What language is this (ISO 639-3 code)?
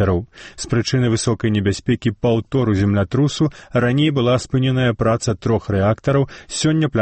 bel